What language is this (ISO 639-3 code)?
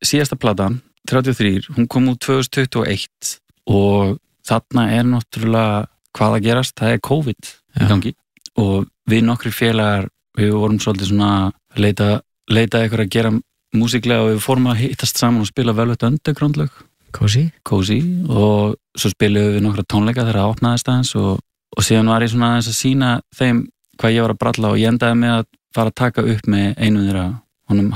isl